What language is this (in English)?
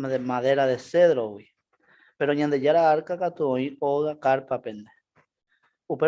Guarani